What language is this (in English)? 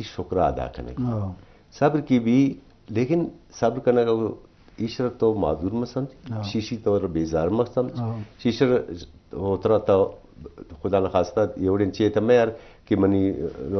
Eastern Balochi